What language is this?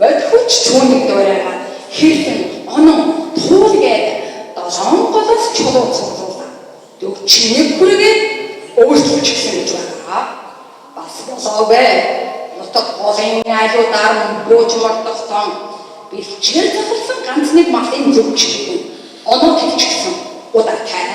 Mongolian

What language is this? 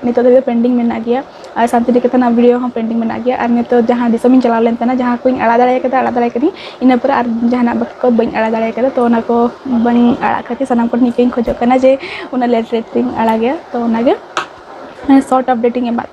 Santali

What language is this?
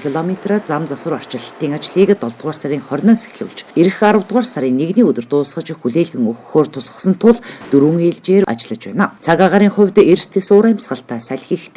Mongolian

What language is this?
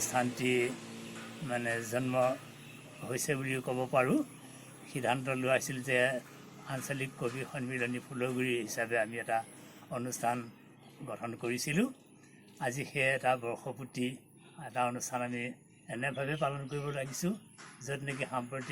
Assamese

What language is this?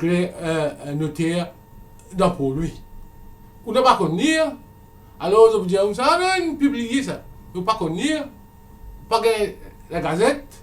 Morisyen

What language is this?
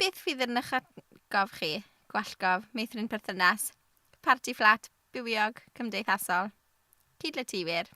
Welsh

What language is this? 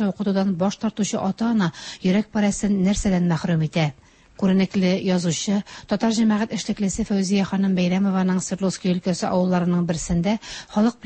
Tatar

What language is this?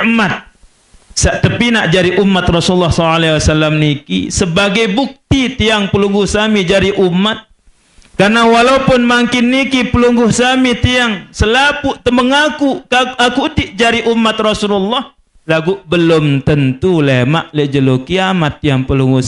Sasak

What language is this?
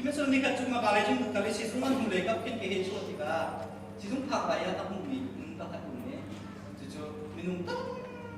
Hakha Chin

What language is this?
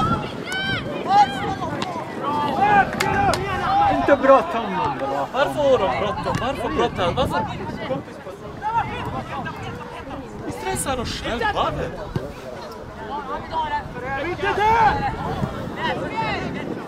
Swedish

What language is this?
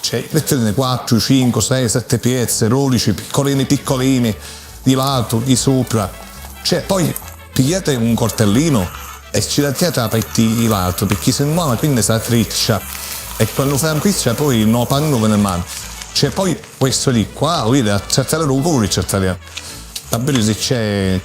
Sicilian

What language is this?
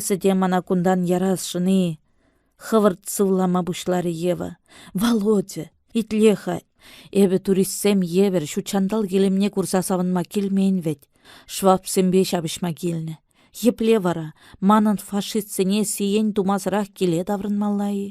Chuvash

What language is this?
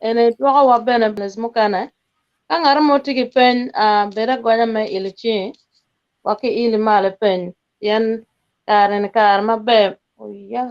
Acoli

